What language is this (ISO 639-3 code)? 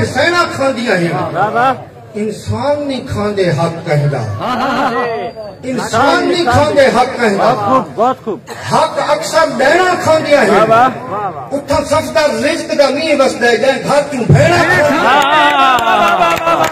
skr